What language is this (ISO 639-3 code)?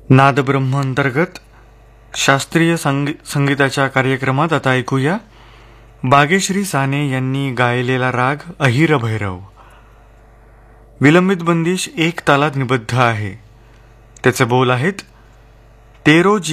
mar